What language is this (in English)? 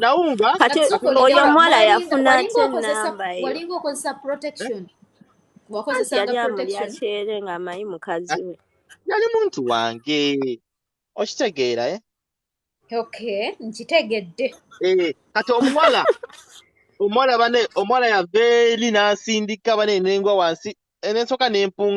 Ganda